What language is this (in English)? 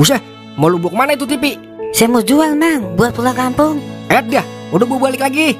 Betawi